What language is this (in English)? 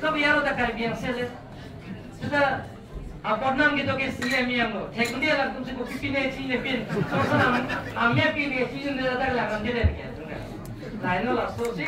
Karbi